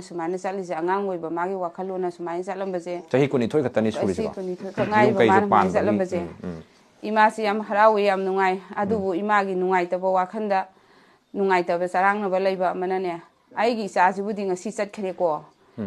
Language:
Manipuri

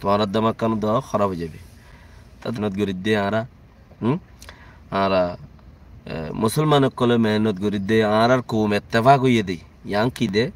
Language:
Rohingya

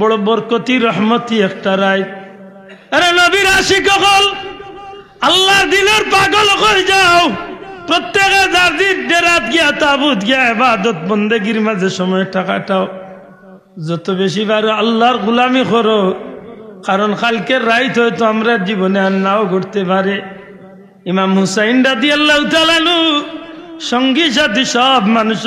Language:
Sylheti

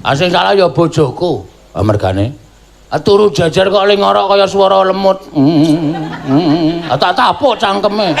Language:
Javanese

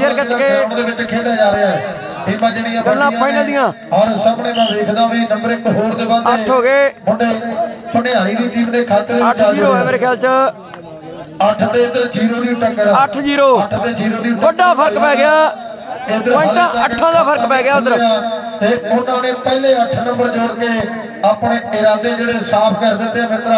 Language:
Punjabi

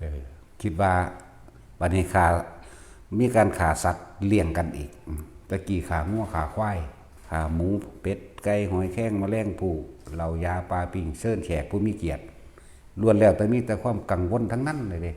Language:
Lao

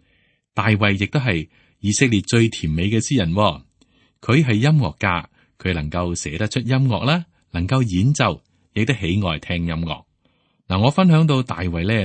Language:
Cantonese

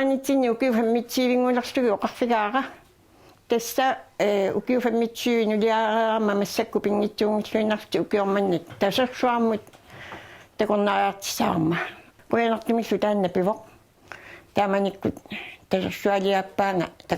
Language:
Kalaallisut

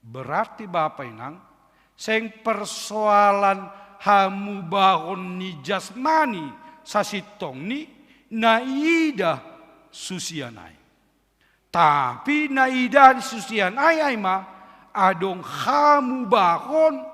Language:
Batak Simalungun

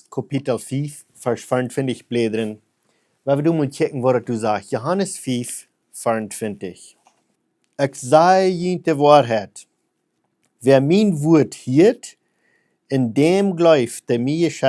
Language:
Plautdietsch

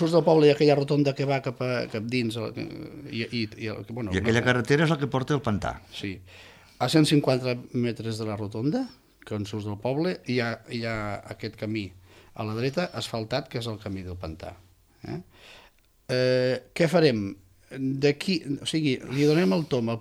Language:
Catalan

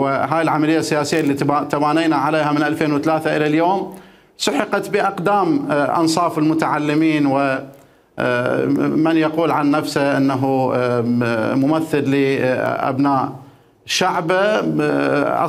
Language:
Mesopotamian Arabic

